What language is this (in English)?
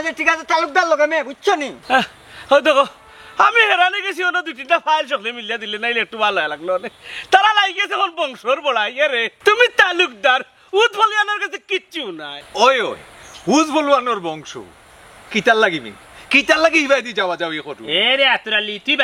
Sylheti